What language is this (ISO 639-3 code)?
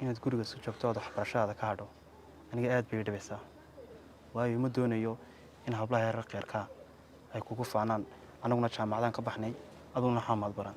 som